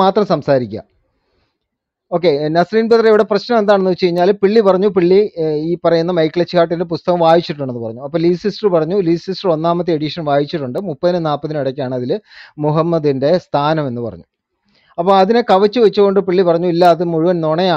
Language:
Malayalam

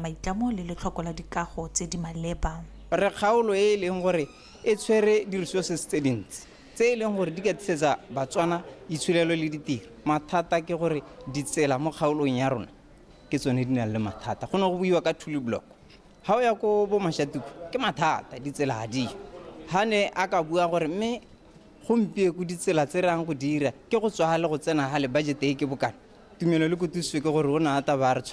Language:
Tswana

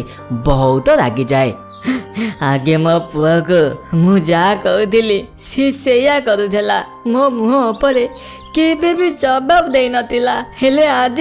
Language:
Odia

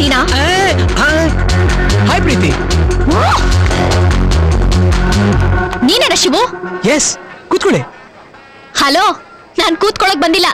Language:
Kannada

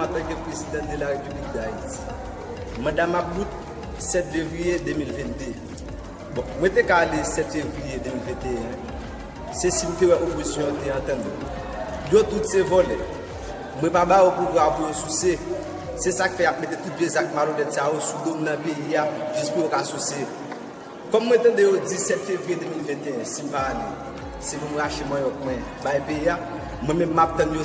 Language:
Haitian Creole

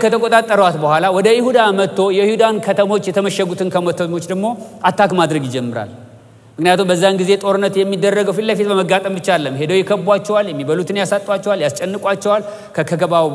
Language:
Amharic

